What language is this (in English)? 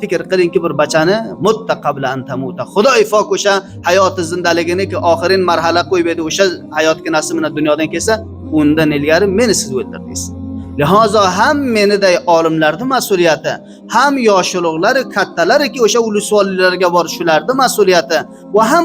Uzbek